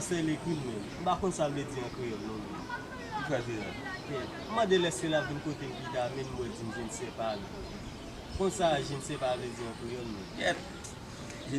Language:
Haitian Creole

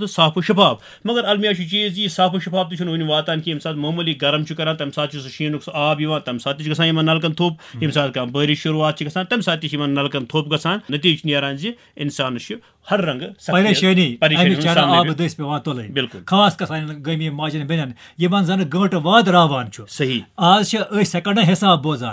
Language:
Kashmiri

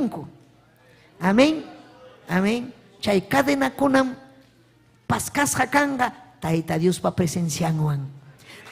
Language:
Ayacucho Quechua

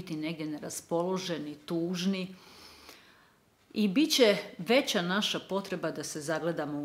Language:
Croatian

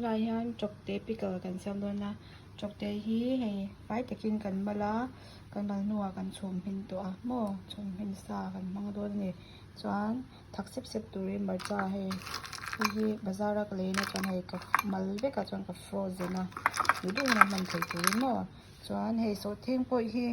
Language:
Mizo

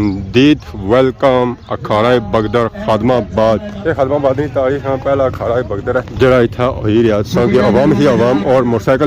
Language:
Pahari-Potwari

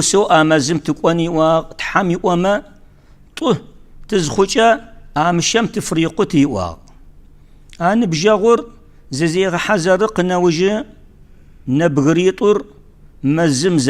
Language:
Kabardian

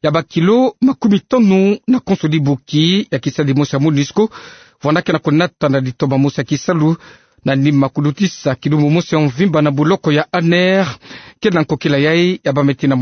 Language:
Kituba (Democratic Republic of Congo)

